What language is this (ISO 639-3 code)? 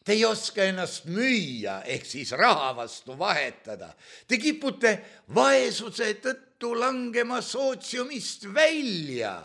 est